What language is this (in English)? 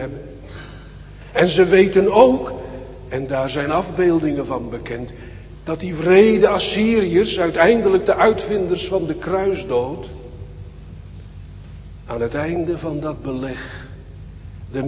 Dutch